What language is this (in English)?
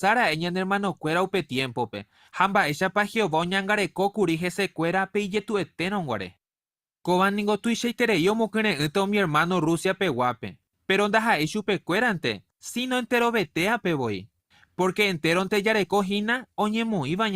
Guarani